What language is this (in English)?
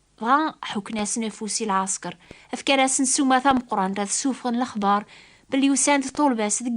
Kabyle